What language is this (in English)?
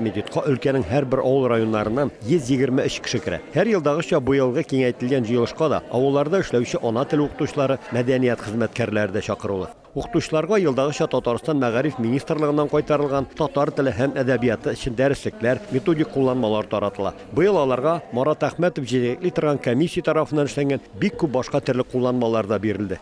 Tatar